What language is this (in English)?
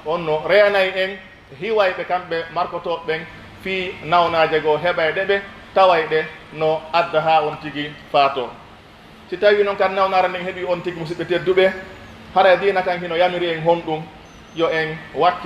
Pular